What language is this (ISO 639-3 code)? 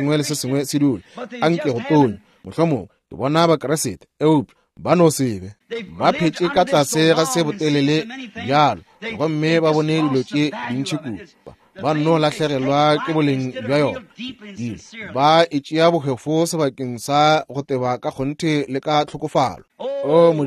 nso